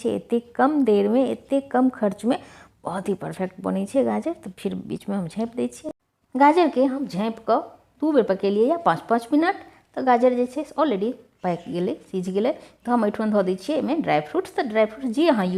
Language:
Maithili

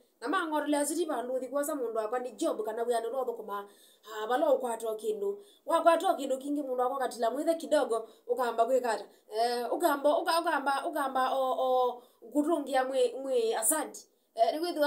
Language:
Kamba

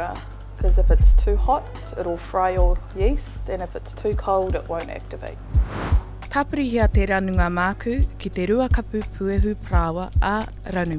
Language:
Māori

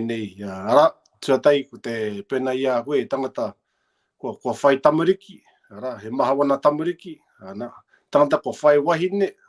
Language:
Māori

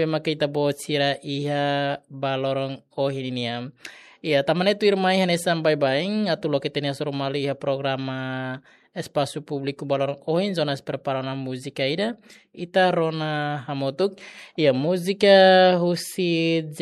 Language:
Tetum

